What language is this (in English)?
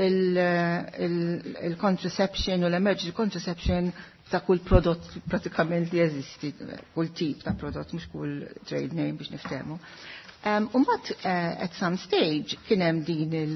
Maltese